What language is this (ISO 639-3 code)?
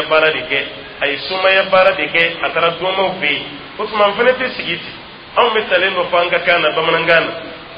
dyu